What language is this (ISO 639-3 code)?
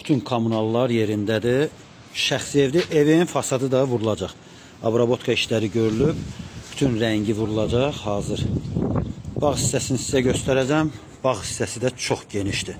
aze